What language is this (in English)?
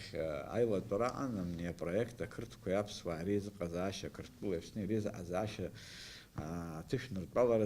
Abkhazian